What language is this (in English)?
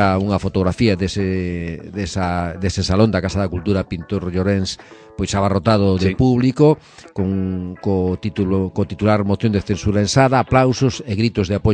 Galician